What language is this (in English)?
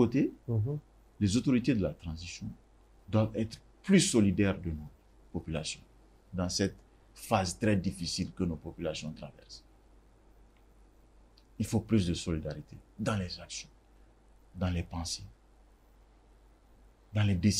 French